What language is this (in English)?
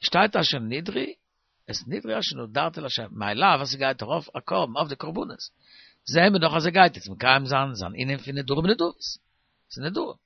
Yiddish